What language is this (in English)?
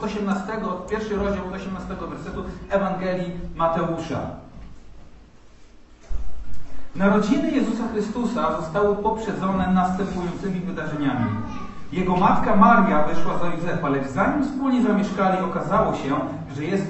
Polish